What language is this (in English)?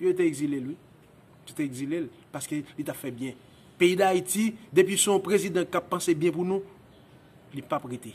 Haitian Creole